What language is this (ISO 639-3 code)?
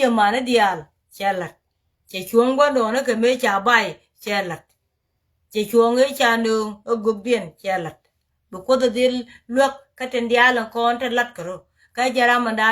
nus